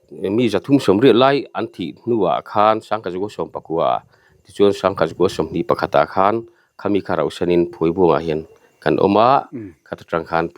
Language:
Mizo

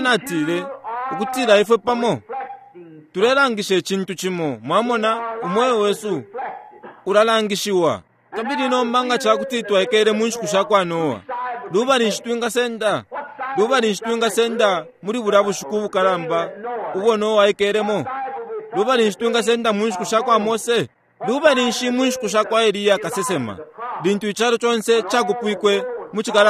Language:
Bemba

